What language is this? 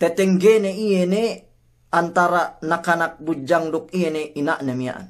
Yakan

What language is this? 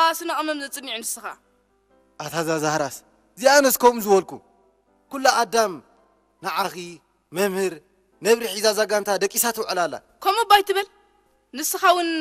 Tigrinya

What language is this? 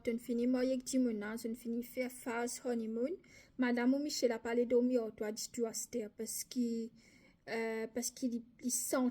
Morisyen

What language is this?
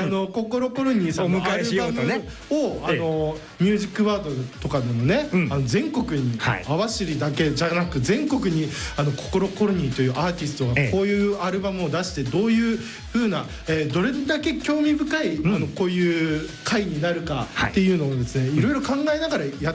Japanese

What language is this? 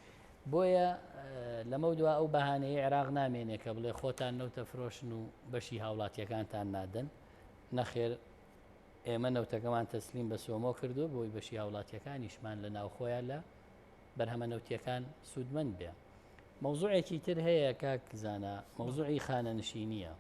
Central Kurdish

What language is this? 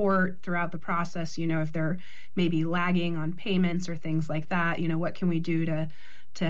English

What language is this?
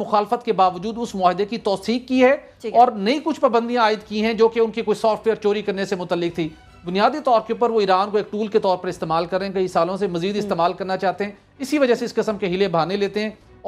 Urdu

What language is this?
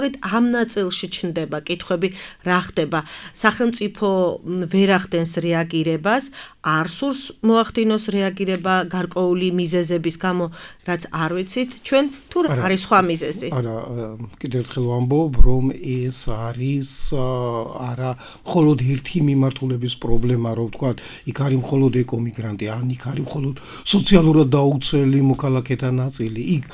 Georgian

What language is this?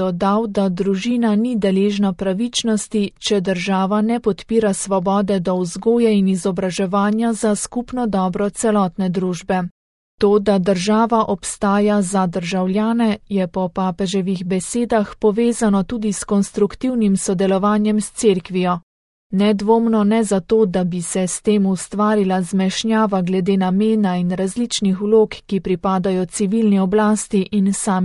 Slovenian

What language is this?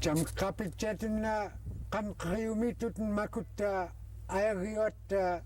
Central Yupik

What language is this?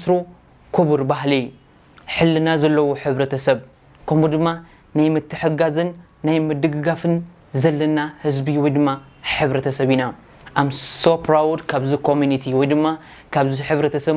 Tigrinya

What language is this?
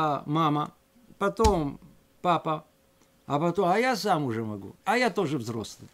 Russian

